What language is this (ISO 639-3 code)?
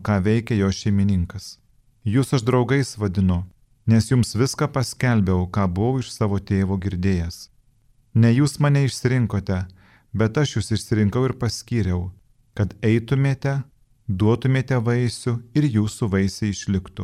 lit